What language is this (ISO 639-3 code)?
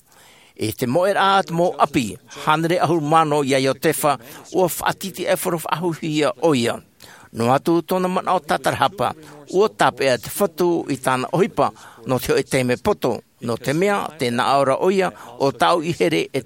tah